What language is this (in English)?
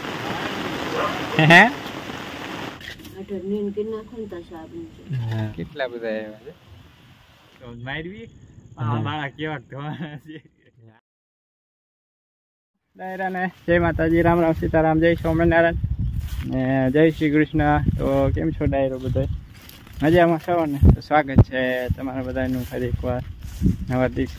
Gujarati